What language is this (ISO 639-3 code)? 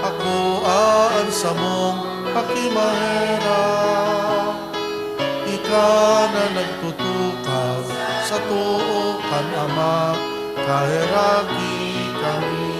bik